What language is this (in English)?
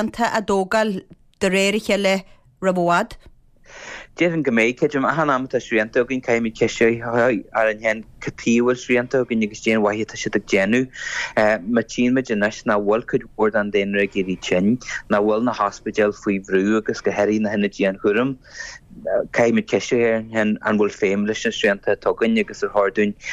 Irish